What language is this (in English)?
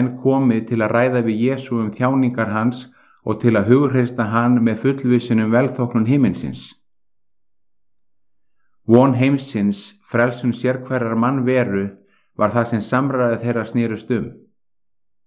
Icelandic